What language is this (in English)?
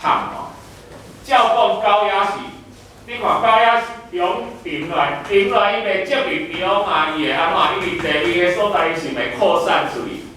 Min Nan Chinese